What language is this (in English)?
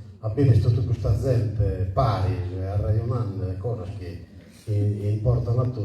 Sardinian